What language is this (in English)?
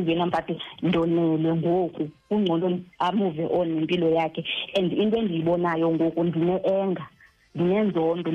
Xhosa